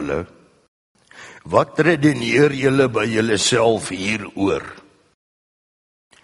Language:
Afrikaans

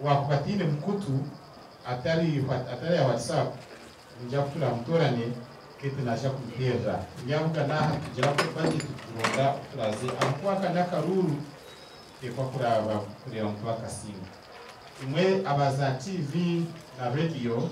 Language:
Nyankole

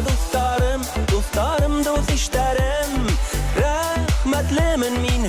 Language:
Bashkir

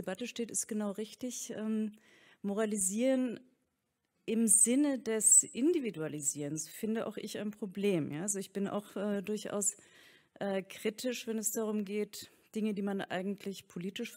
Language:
German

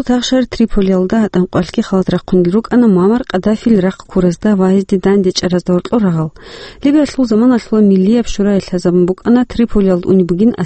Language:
Avaric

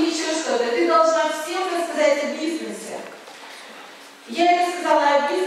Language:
Russian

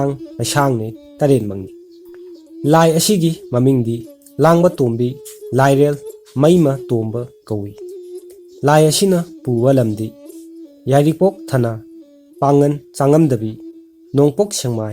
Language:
Manipuri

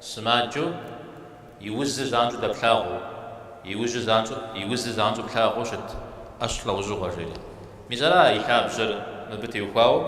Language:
Kabardian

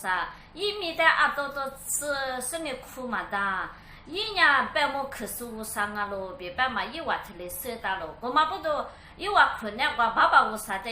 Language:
Lisu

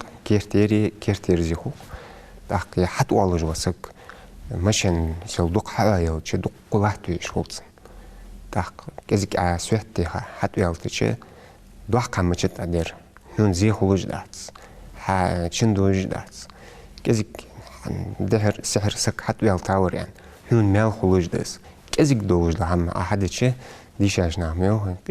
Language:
Ingush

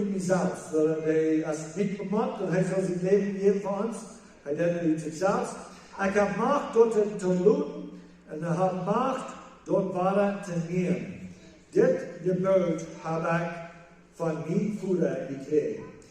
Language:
Plautdietsch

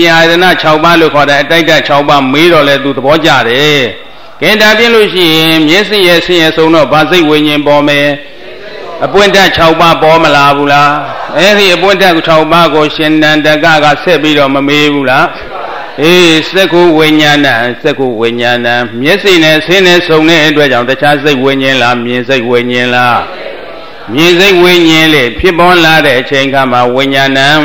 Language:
Burmese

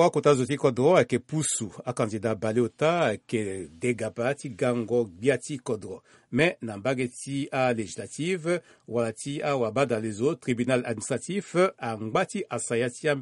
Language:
Sango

